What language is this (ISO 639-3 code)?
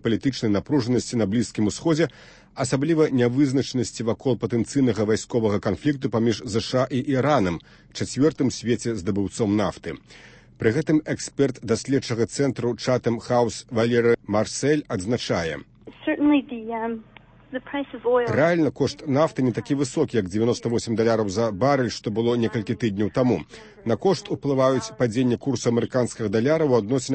bel